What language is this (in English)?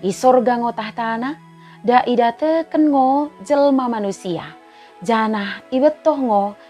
Batak Dairi